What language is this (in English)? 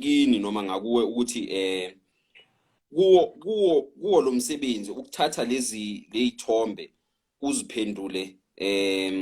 Zulu